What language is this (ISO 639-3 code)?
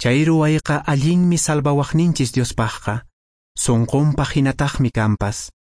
que